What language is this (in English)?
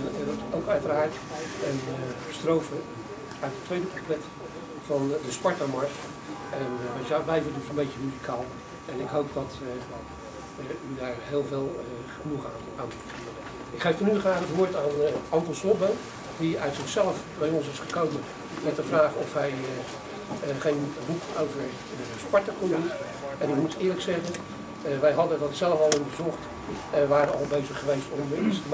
Dutch